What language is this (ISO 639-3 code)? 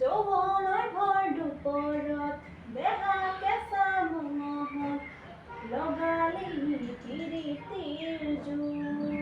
asm